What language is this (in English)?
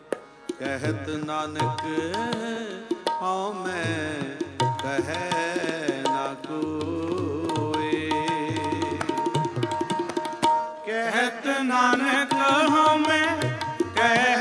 Punjabi